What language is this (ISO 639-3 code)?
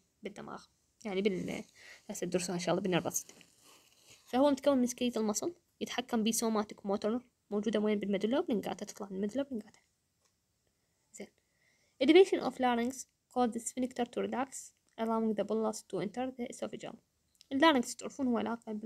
acm